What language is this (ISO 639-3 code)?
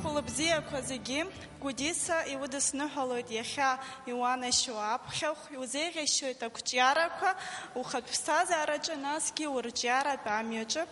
abk